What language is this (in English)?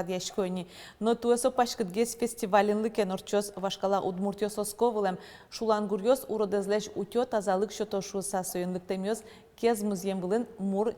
Udmurt